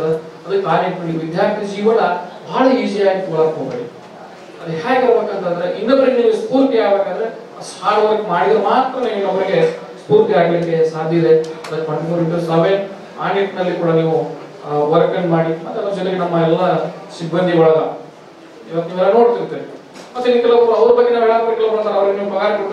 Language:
Kannada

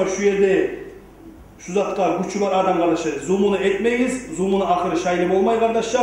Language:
Kumyk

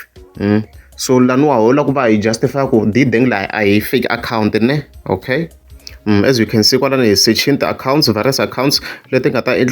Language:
Tsonga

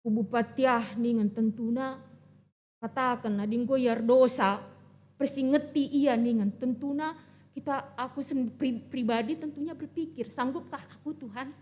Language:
Batak Karo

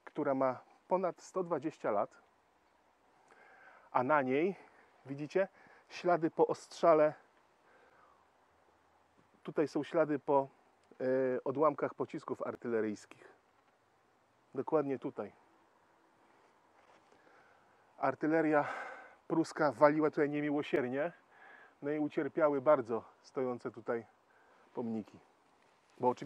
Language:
Polish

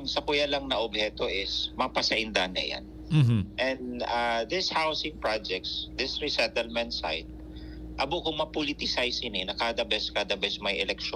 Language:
Bikol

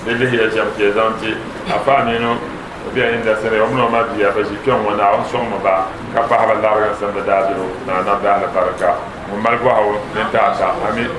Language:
Dagbani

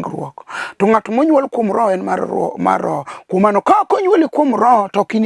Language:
Luo (Kenya and Tanzania)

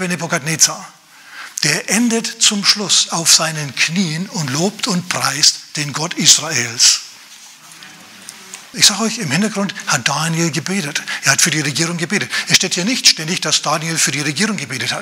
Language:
German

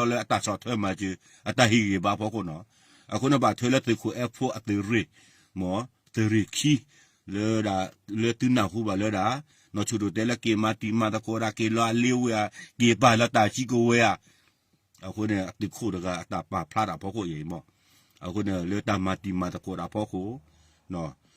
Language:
S'gaw Karen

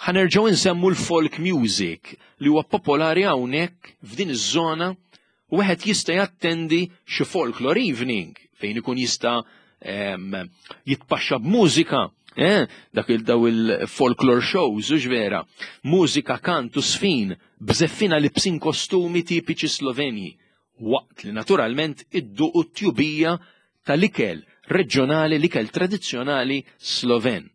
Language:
Maltese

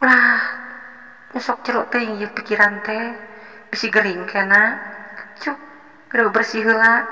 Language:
Sundanese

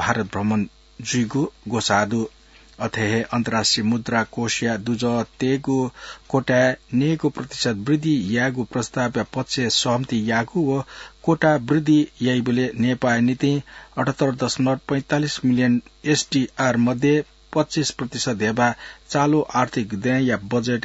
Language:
Newari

